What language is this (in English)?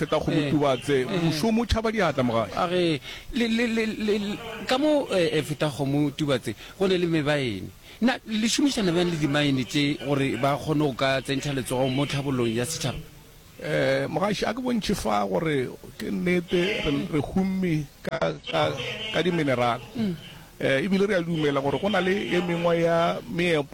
Northern Sotho